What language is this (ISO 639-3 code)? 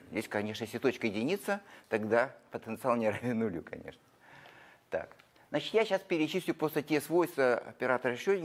rus